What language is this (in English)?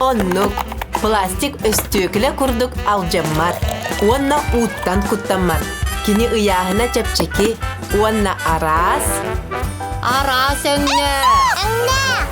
Yakut